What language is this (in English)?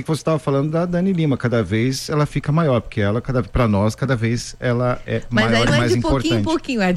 Portuguese